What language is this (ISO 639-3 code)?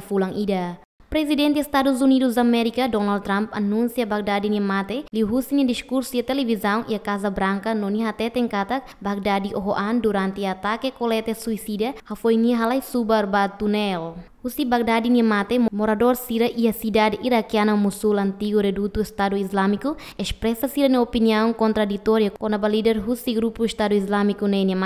tet